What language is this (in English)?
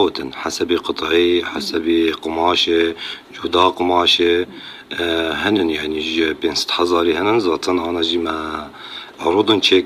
North Levantine Arabic